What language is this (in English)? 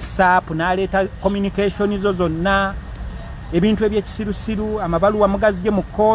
Ganda